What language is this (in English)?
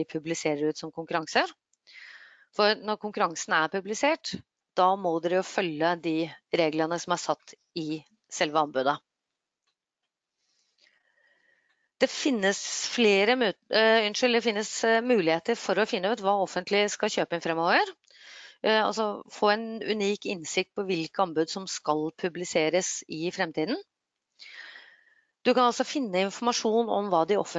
Norwegian